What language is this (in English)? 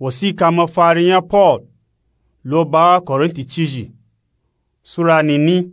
Nupe-Nupe-Tako